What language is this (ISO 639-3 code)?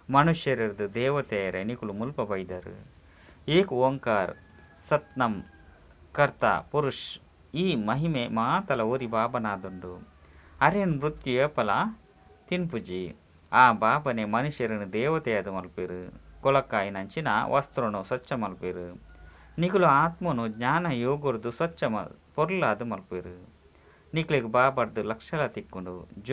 tcy